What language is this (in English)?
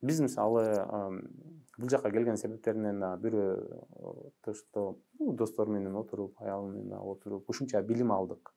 Kyrgyz